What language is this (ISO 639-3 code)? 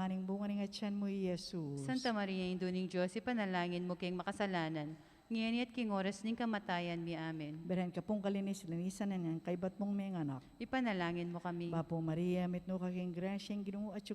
pam